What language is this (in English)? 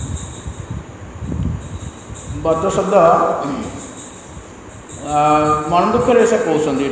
Odia